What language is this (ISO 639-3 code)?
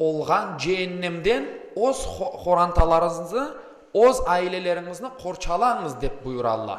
crh